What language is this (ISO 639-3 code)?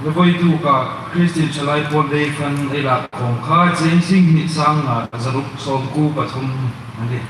hmr